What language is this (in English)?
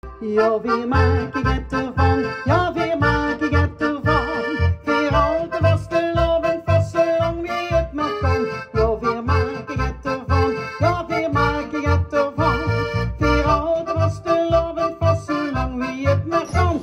Limburgish